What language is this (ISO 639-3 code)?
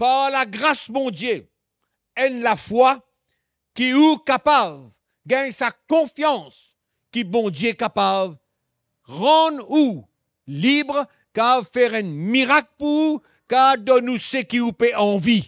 mfe